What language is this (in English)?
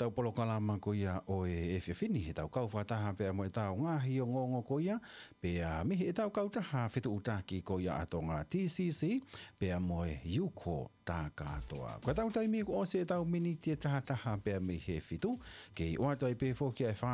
Tongan